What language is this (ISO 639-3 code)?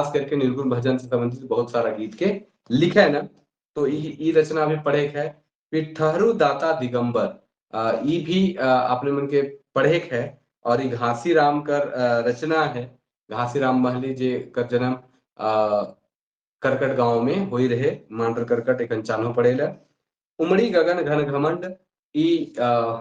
sck